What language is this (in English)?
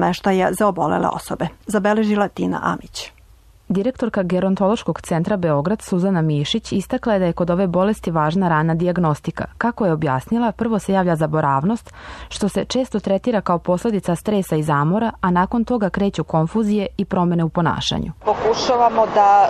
Serbian